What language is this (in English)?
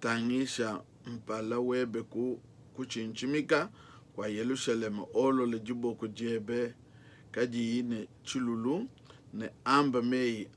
Luba-Lulua